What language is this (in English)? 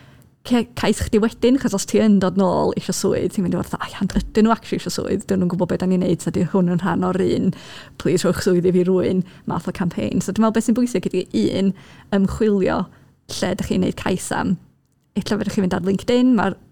Welsh